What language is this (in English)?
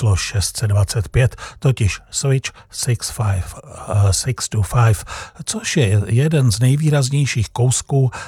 Czech